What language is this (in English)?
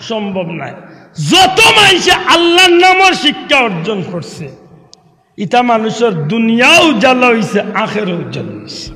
Sylheti